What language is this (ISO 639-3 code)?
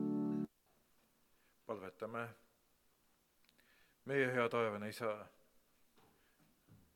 est